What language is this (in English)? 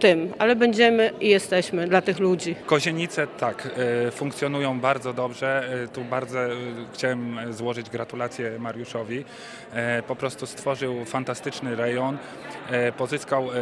Polish